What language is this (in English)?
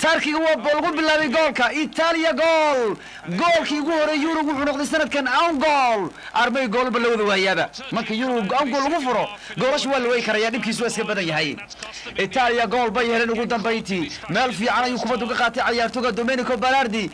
Somali